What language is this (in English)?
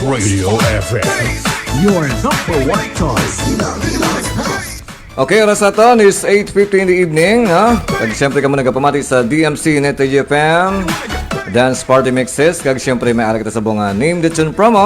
Hiligaynon